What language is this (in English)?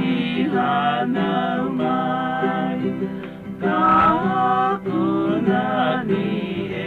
Hawaiian